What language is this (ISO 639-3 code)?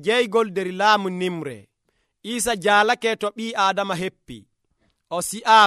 fuv